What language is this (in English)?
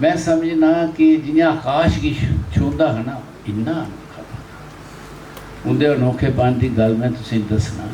Dogri